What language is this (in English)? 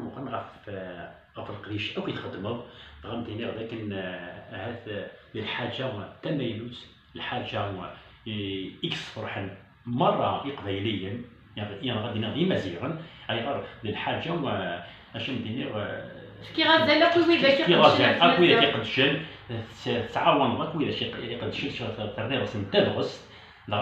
Kabyle